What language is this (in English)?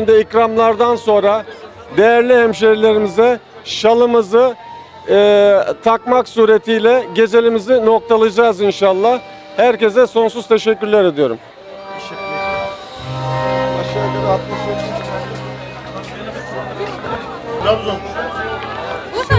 Turkish